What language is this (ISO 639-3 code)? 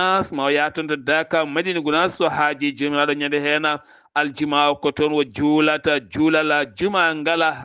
ful